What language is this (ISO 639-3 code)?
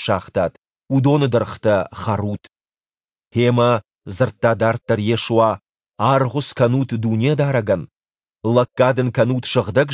oss